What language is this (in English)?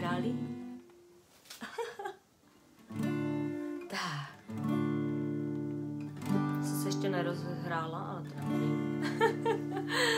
Czech